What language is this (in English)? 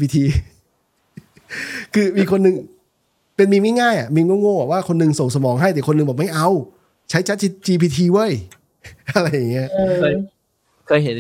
Thai